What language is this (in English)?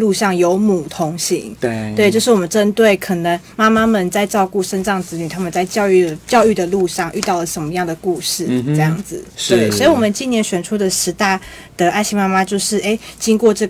Chinese